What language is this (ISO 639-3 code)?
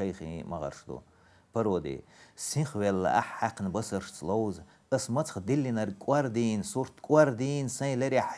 che